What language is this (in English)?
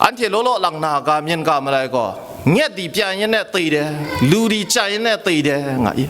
Kachin